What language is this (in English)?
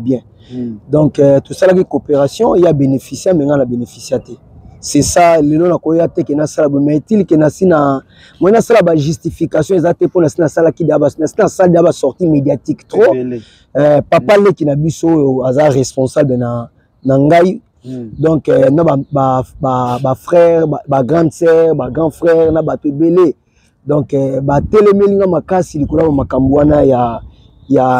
Lingala